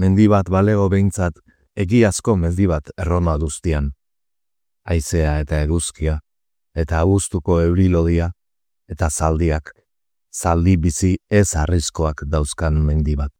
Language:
Basque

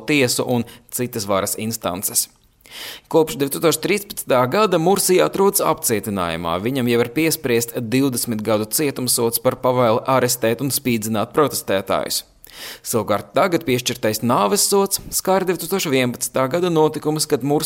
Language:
Latvian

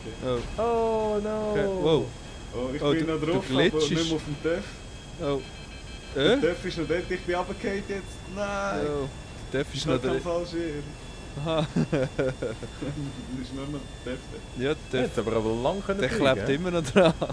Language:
Swiss German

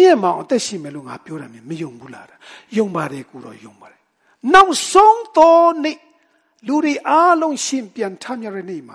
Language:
Burmese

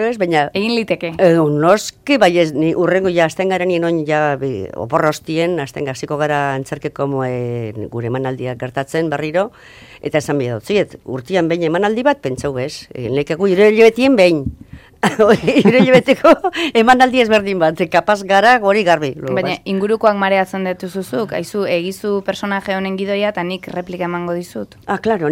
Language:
Basque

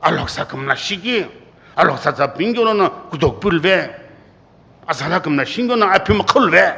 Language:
Sumi Naga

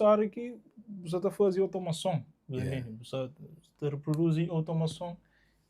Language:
Kabuverdianu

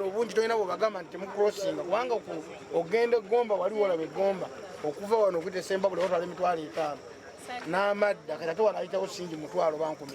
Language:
Ganda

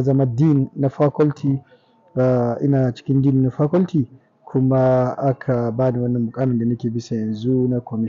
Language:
Hausa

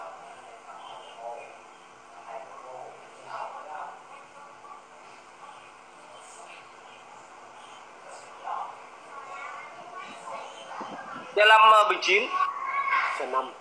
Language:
Vietnamese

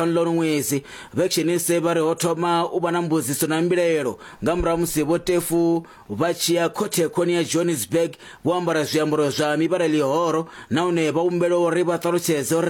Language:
Venda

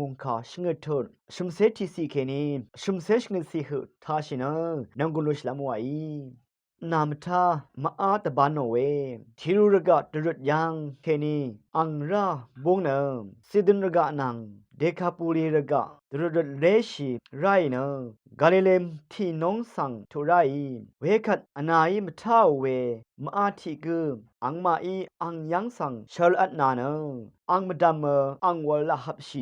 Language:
Rawang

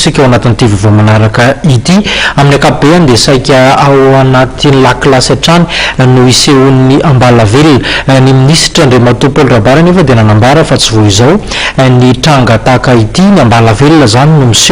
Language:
Malagasy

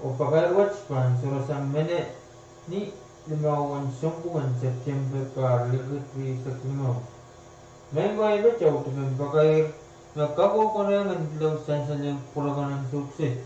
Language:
Pohnpeian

